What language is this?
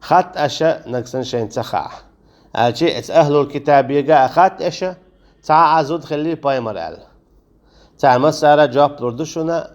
Chechen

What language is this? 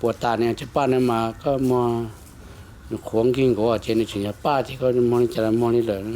Hmong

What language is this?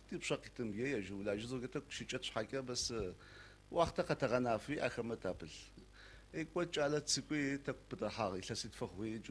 Adyghe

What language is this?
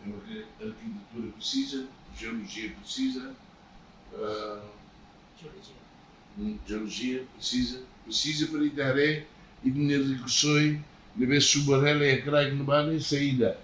Tetum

